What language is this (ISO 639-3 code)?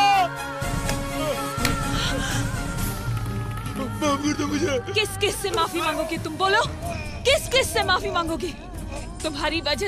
hin